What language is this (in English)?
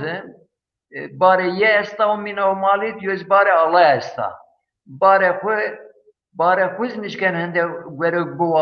Zaza